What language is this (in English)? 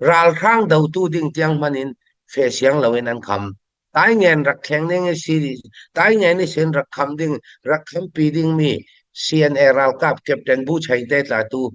Falam Chin